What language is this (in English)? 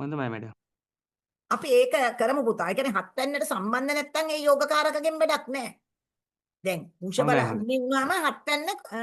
Sinhala